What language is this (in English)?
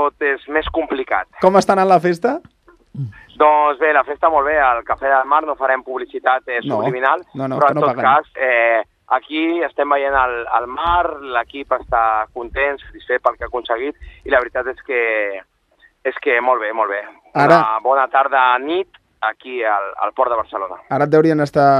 Catalan